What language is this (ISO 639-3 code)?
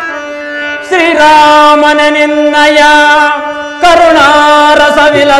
kan